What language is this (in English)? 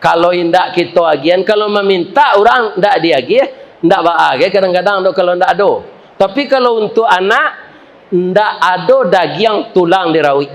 Minangkabau